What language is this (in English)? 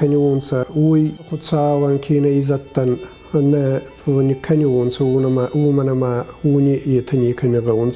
Ossetic